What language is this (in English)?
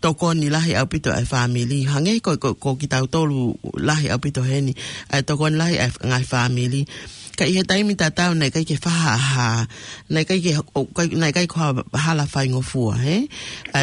Tongan